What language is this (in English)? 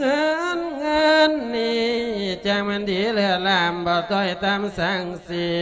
Lao